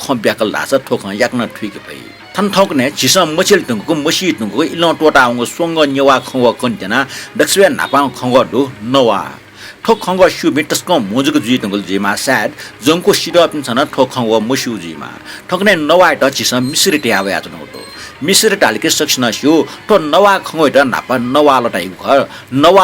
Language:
Newari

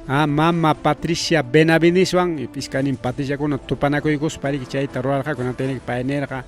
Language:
Ayacucho Quechua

